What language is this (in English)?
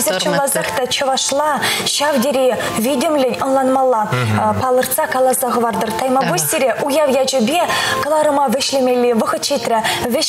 Chuvash